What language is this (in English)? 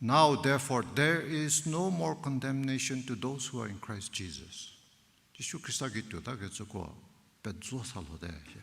Angami Naga